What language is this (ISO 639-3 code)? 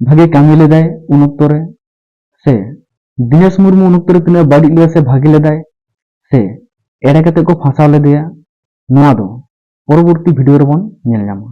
sat